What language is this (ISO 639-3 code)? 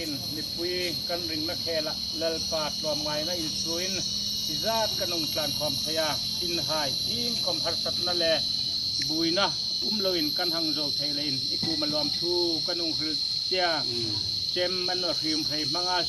hmr